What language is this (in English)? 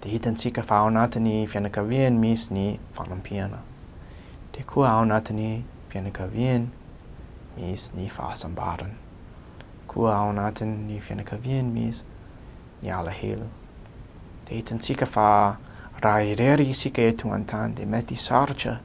Malagasy